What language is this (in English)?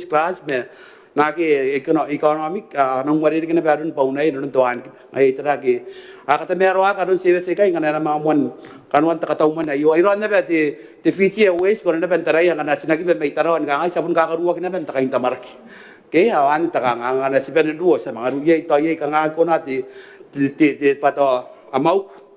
Gilbertese